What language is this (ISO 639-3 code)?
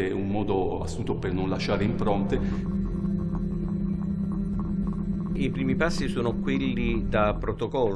ita